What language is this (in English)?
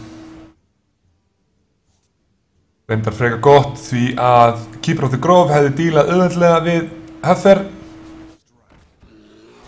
Icelandic